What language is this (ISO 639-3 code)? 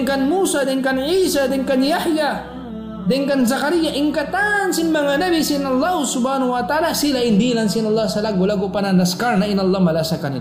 tsg